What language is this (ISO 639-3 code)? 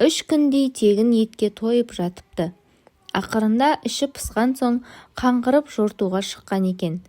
kaz